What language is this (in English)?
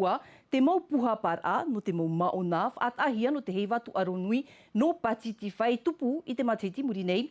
Tahitian